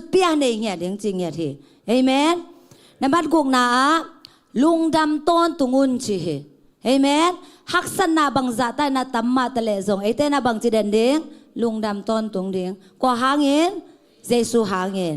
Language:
Tedim Chin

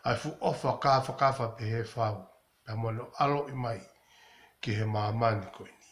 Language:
Tongan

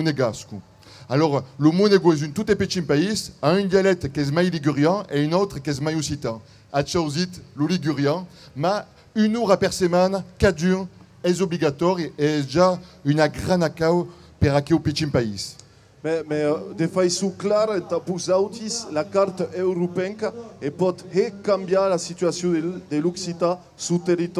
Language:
Occitan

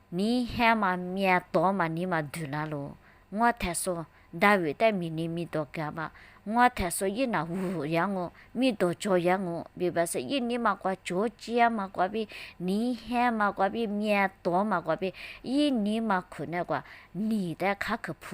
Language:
Lisu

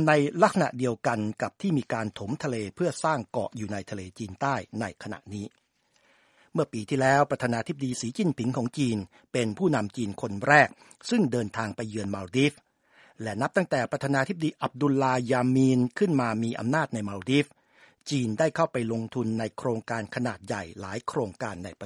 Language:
Thai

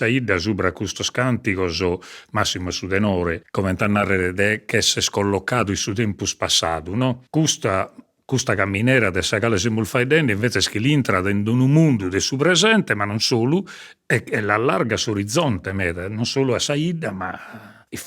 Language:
Sardinian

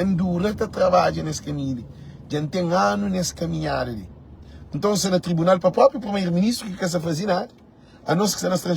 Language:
Kabuverdianu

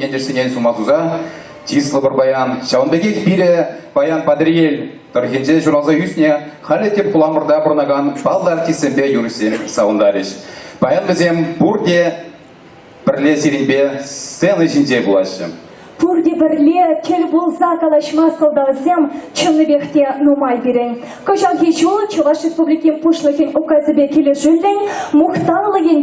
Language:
Chuvash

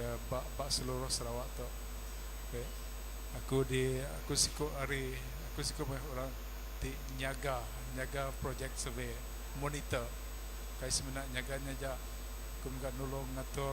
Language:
Iban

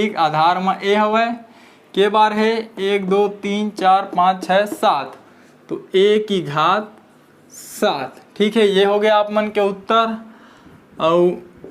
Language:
Chhattisgarhi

